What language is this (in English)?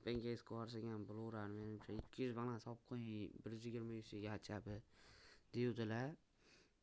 Uzbek